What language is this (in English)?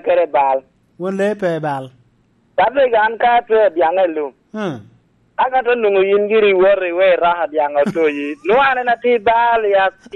Lango (Uganda)